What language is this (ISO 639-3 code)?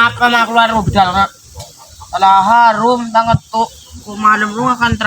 mad